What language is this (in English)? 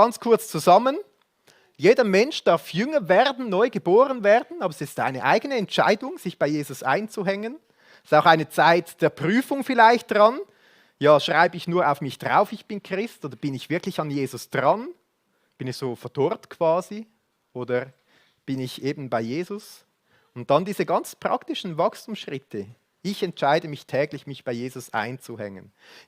Swiss German